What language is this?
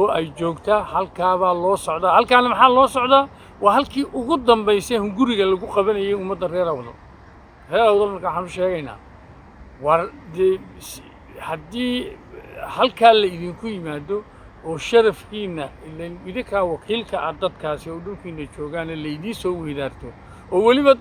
Somali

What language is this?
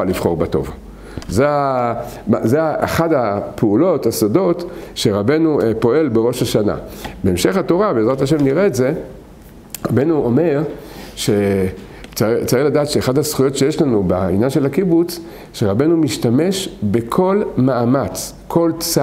Hebrew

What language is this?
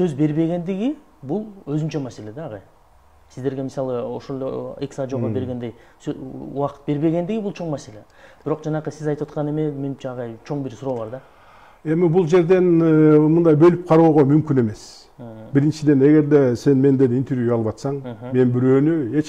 Kyrgyz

